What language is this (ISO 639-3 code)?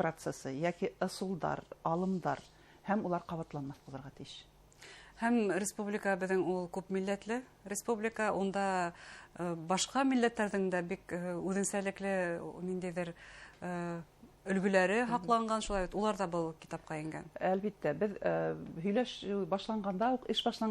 bak